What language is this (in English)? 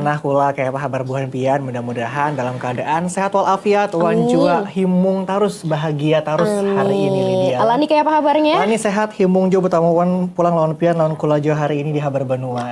Banjar